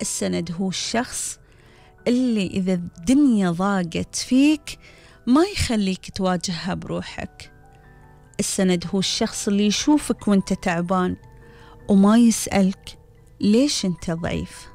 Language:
Gulf Arabic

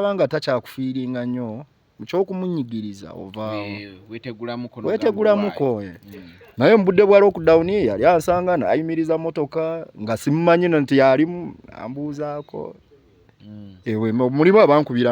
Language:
Ganda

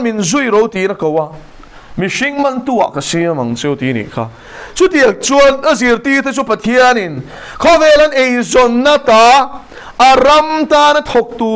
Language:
Mizo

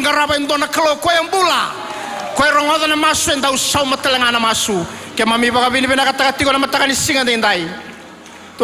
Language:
Fijian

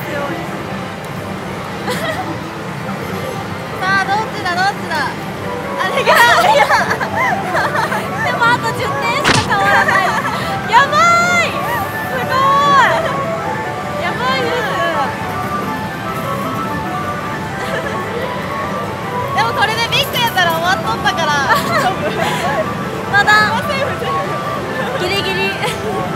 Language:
Japanese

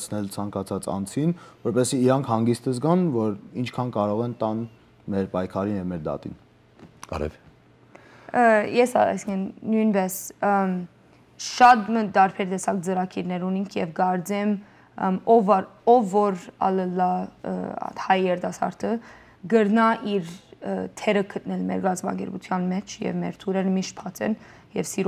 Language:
Western Armenian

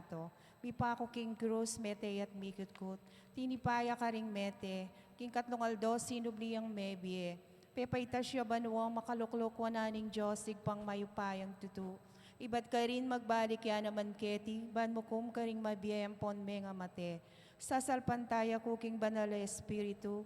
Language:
Pampanga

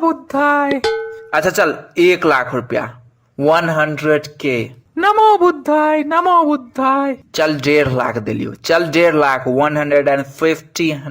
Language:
Maithili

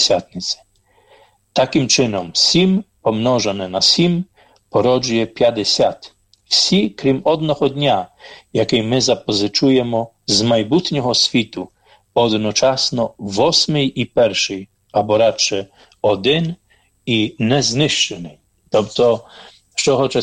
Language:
Ukrainian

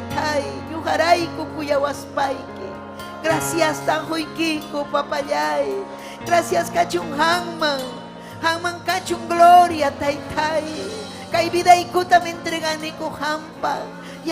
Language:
Ayacucho Quechua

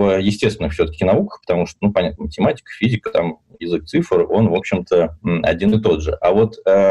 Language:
Russian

